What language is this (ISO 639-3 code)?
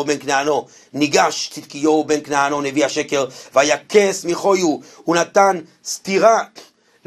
heb